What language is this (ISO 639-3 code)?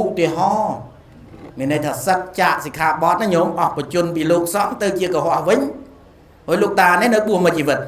khm